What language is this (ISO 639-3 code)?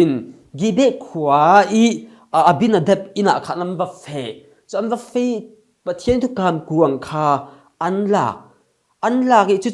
cfm